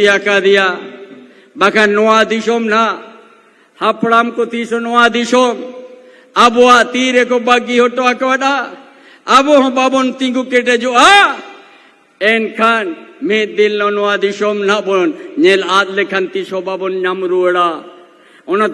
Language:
Santali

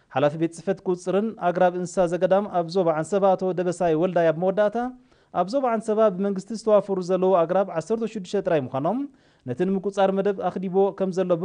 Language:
Tigrinya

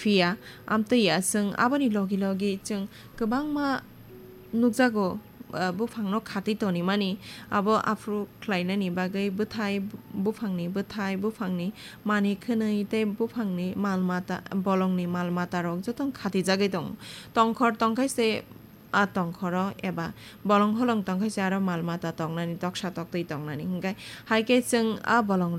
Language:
Kok Borok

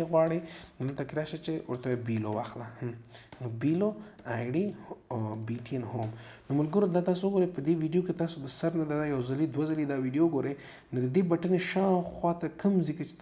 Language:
Pashto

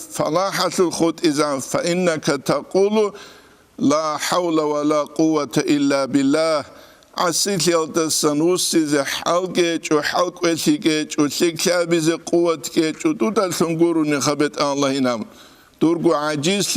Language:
Avaric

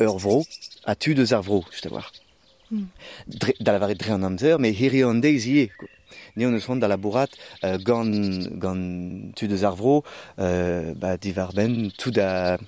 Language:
Breton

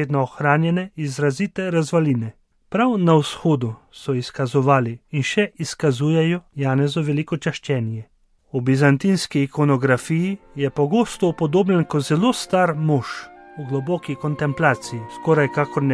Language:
Slovenian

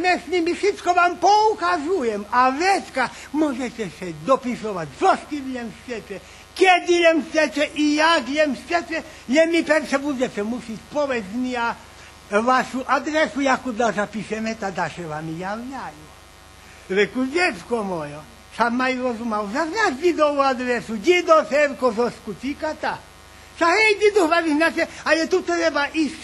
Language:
Rusyn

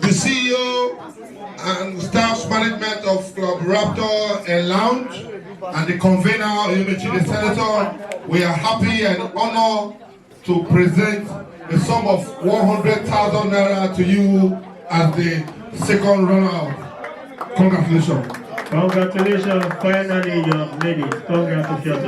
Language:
Nigerian Pidgin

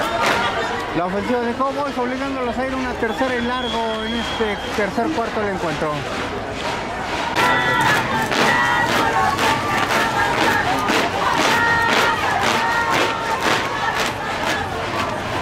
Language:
Spanish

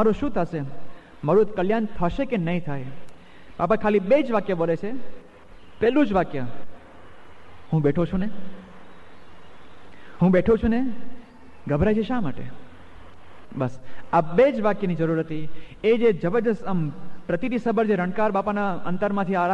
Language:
Gujarati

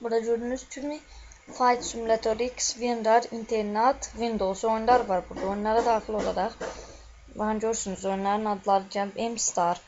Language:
Azerbaijani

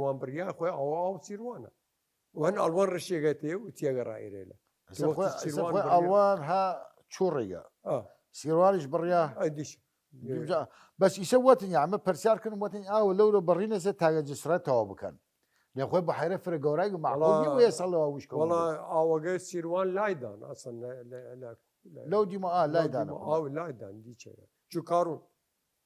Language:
Southern Kurdish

